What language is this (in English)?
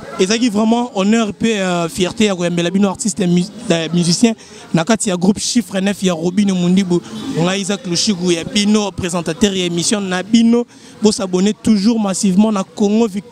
Lingala